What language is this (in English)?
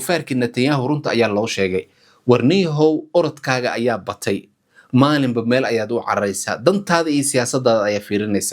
Somali